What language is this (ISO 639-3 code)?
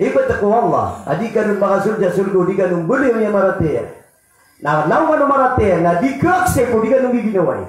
mrw